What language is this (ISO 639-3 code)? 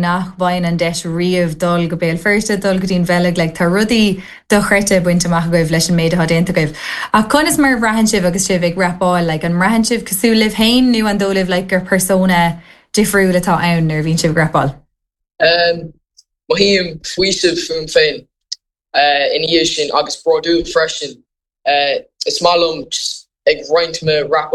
gle